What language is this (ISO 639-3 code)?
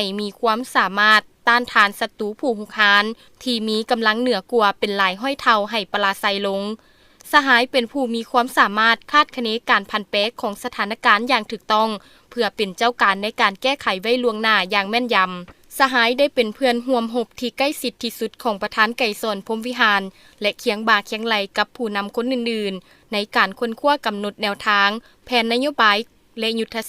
lao